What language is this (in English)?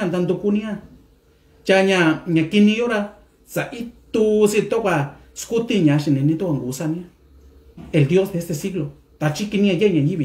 Mixtepec Mixtec